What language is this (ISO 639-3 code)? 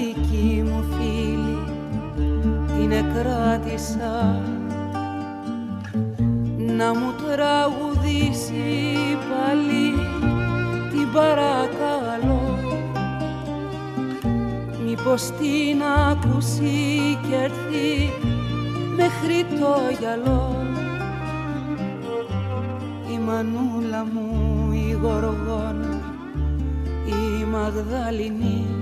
ell